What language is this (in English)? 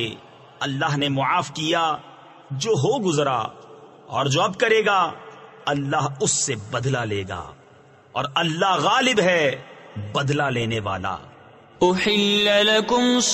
Urdu